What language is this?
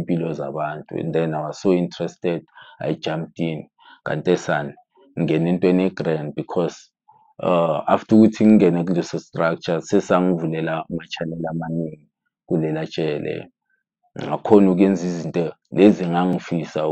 Zulu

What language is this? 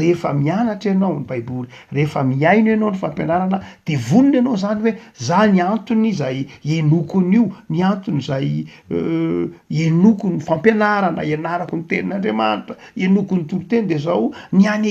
Malagasy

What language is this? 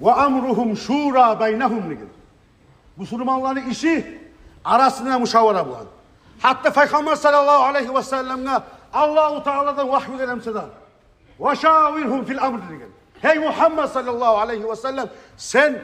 Kumyk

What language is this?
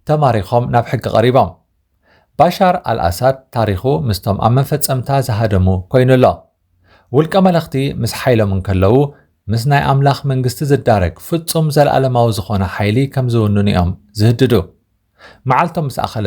Tigrinya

